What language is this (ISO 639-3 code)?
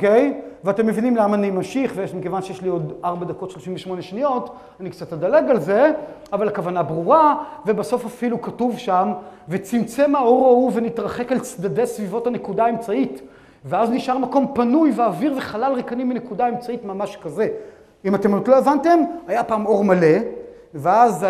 heb